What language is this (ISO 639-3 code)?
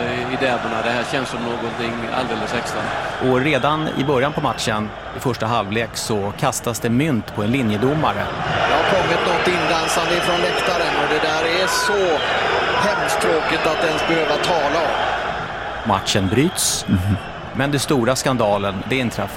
swe